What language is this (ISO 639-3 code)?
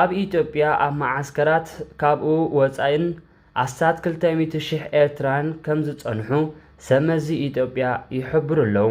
tir